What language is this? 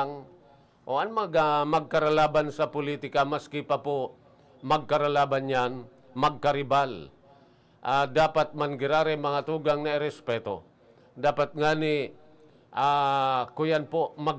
Bikol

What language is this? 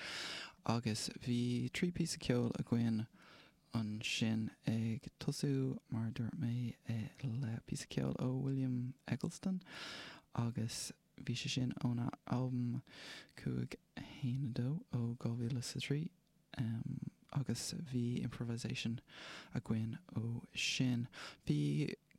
Irish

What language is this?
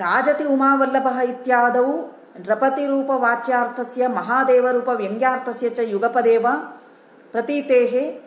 Sanskrit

